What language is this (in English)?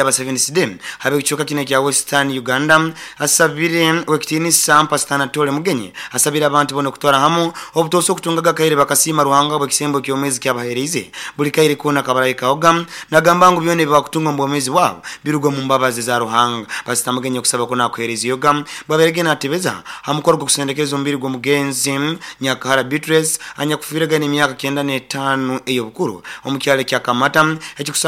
Nyoro